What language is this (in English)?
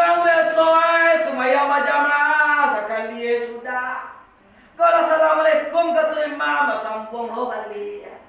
Minangkabau